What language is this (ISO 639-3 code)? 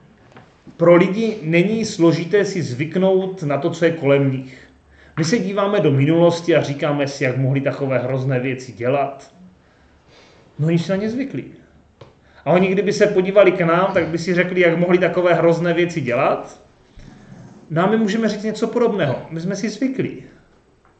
ces